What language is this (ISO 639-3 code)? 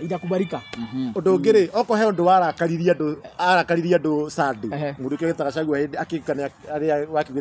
kik